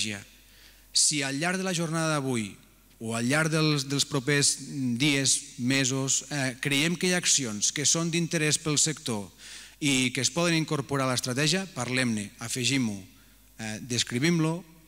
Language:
Catalan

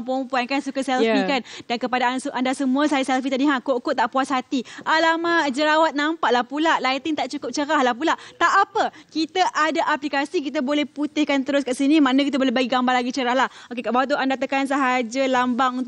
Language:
Malay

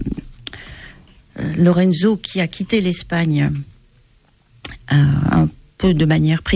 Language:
French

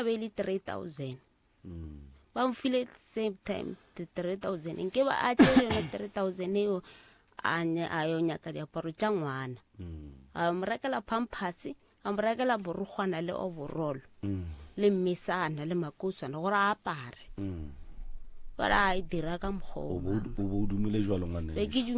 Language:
Northern Sotho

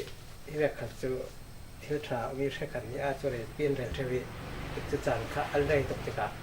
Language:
Falam Chin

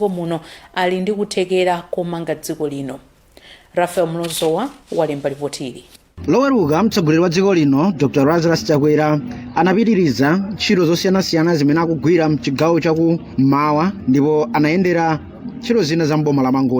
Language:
Nyanja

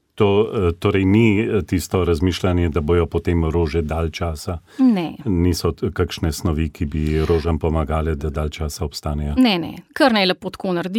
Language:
Slovenian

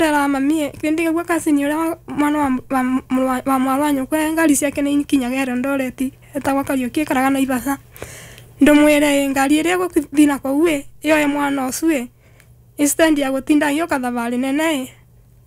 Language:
Kikuyu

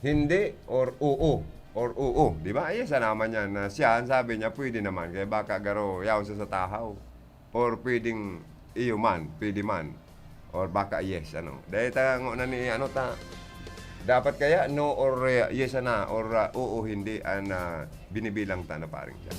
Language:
Bikol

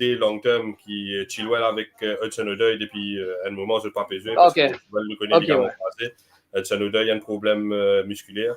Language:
Morisyen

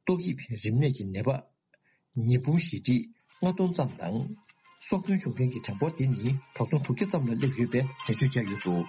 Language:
Tibetan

